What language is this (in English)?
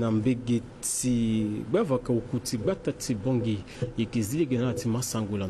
Sango